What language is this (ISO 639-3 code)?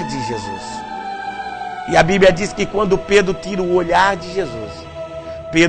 por